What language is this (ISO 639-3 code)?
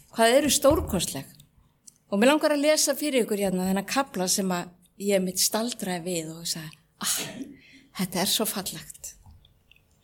isl